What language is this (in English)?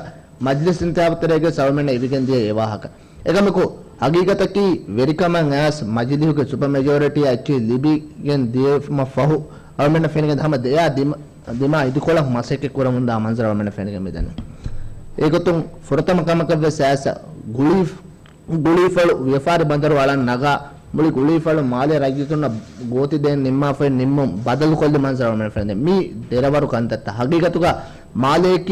Divehi